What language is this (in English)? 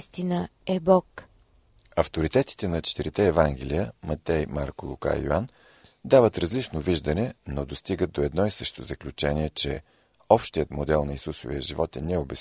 Bulgarian